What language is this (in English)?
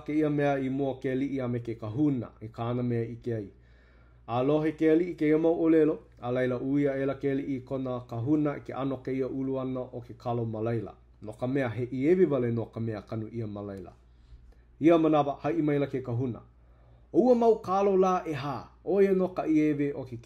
Hawaiian